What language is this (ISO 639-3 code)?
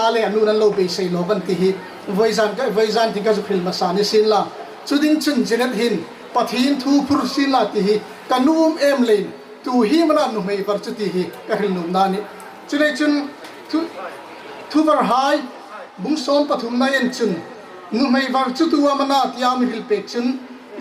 hmr